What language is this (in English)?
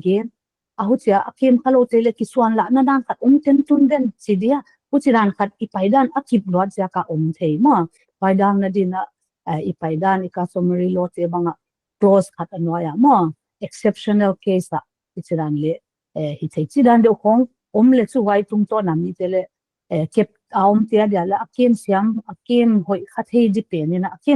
Paite Chin